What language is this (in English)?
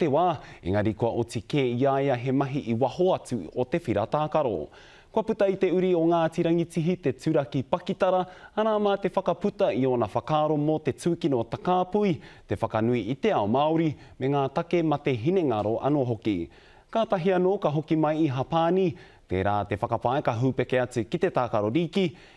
Māori